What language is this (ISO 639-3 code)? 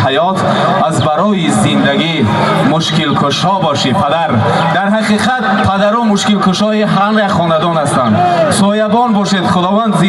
tgk